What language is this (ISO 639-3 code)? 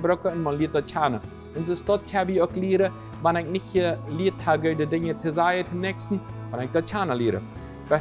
pdt